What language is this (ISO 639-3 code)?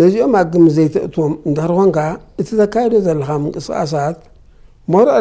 tir